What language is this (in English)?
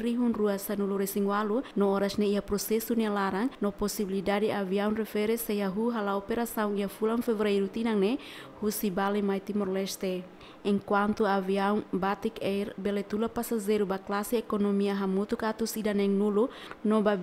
Tetum